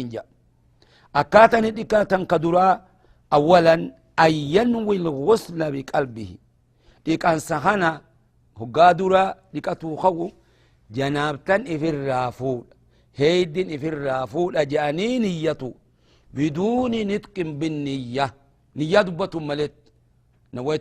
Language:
Oromo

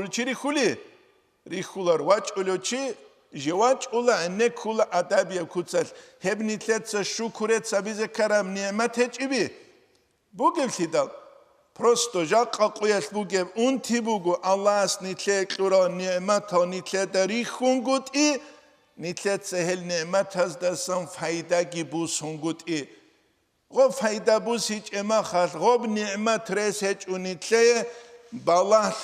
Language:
Avaric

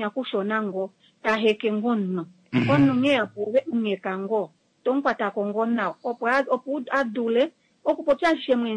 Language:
Kuanyama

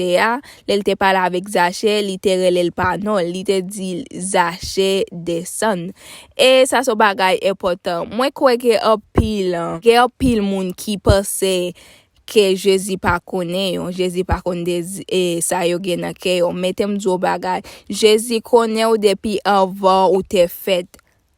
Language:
Haitian Creole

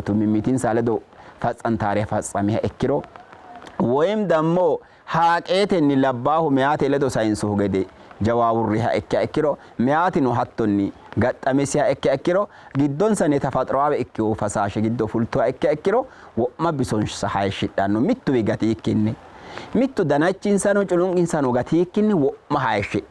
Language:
Sidamo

